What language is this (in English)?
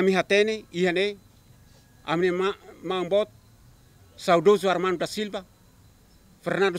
Tetum